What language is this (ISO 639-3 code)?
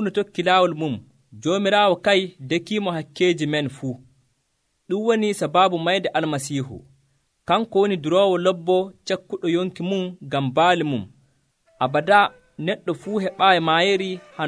fuv